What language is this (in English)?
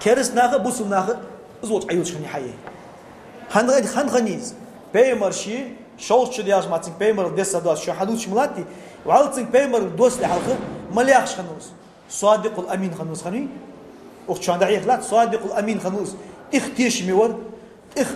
Ingush